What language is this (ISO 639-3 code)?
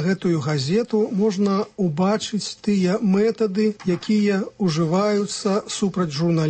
bel